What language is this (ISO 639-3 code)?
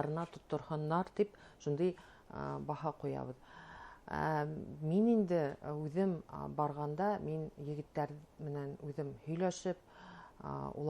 bak